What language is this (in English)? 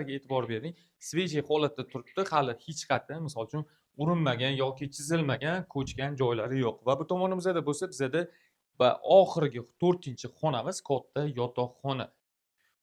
Uzbek